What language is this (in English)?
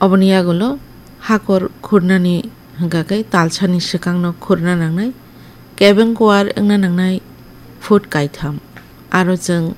Kok Borok